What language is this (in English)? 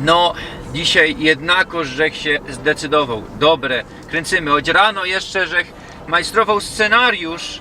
Silesian